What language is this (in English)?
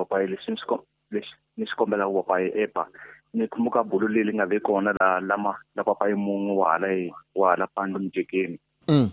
Tsonga